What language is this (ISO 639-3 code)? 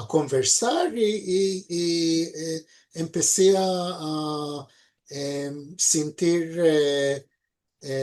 lad